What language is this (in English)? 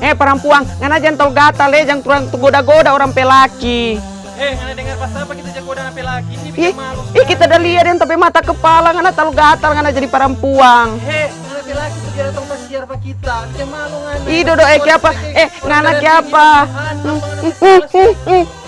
Manado Malay